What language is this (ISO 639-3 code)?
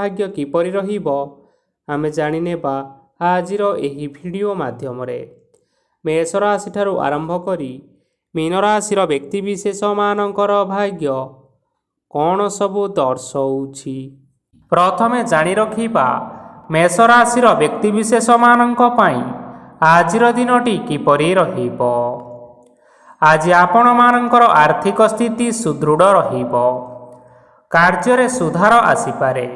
ori